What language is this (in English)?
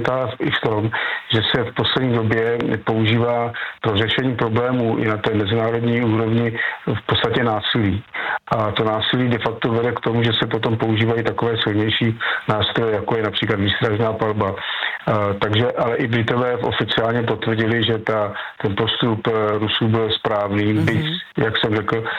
Czech